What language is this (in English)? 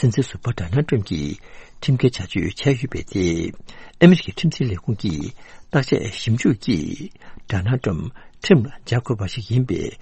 Tibetan